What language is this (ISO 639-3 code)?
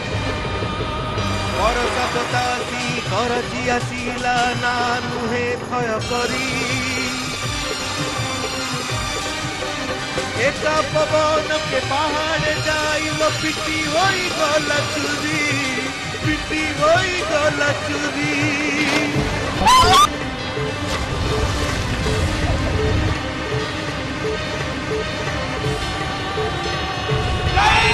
ori